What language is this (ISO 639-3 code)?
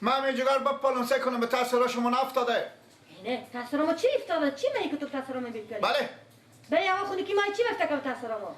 fas